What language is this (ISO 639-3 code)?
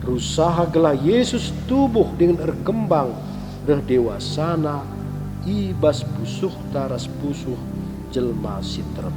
btx